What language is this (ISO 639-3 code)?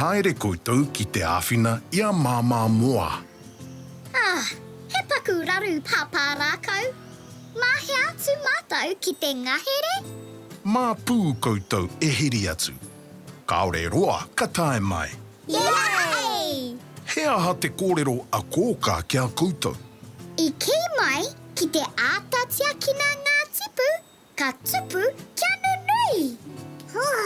mri